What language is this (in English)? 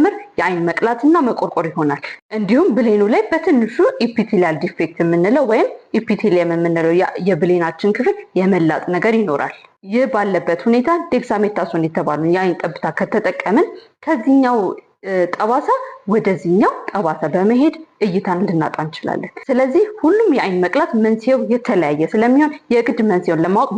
Amharic